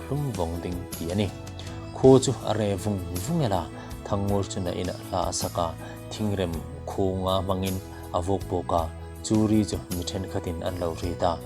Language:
Hmar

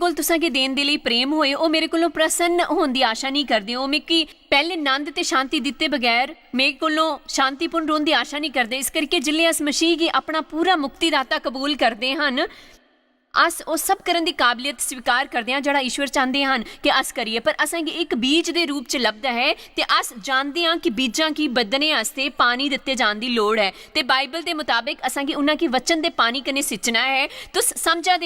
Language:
Dogri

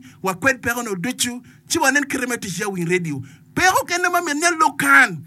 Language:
Acoli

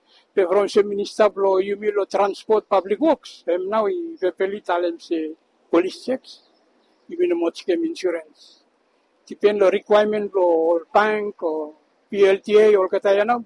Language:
Bislama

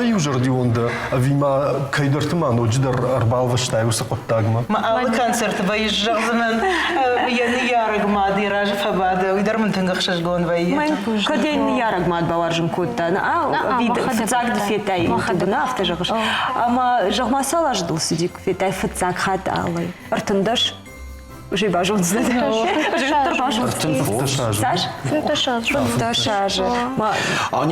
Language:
Ossetic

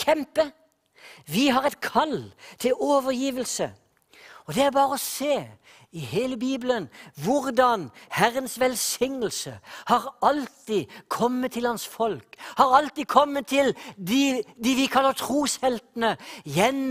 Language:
Norwegian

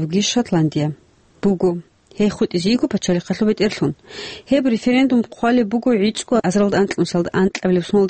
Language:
Avaric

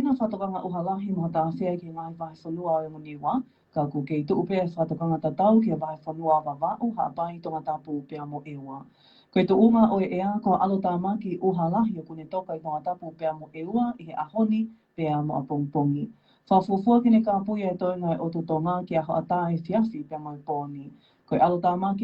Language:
Tongan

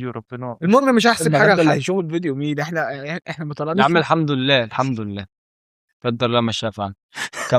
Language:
Egyptian Arabic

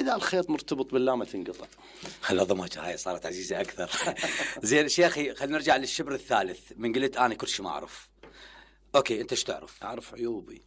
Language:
Mesopotamian Arabic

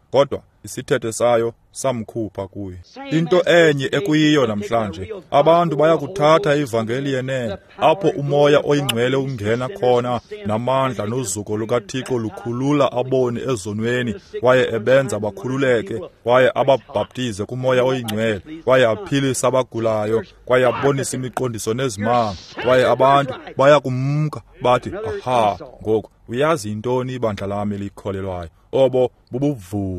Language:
Xhosa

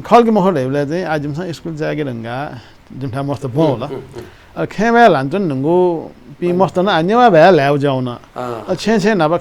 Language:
Newari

